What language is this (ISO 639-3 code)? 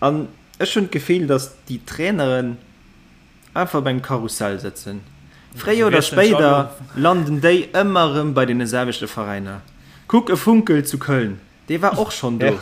ltz